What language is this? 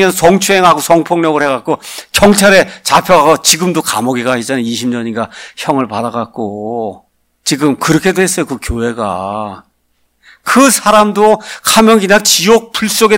Korean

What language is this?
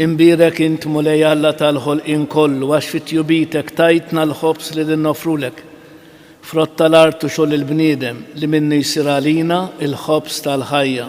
Maltese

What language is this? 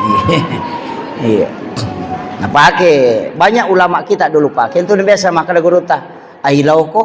Buginese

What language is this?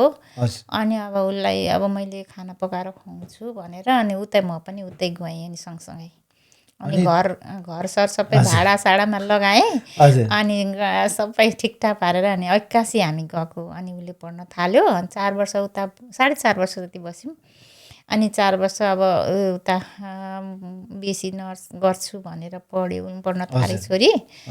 Nepali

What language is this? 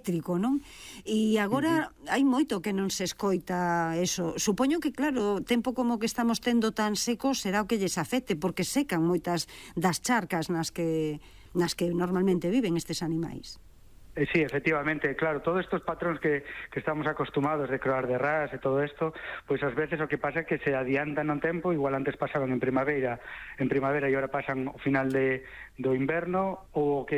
Galician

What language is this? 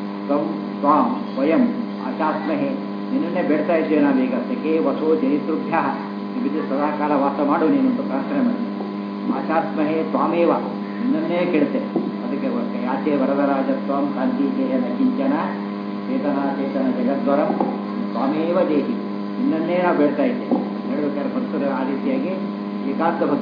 Kannada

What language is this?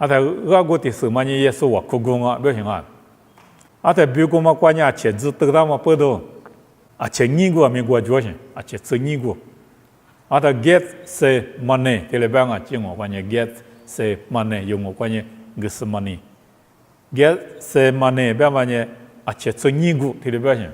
Lisu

